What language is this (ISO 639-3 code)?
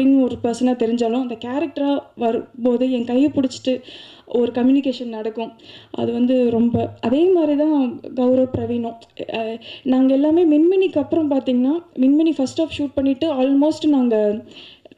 tam